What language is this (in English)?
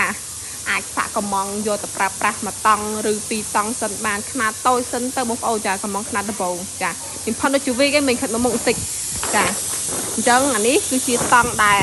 Khmer